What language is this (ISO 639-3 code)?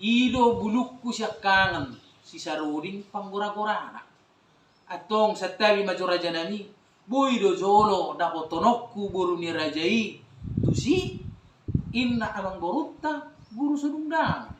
bbc